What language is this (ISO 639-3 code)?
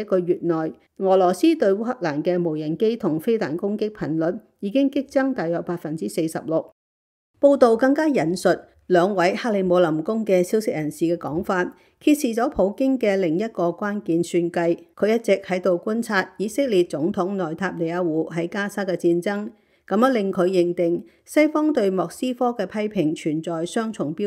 yue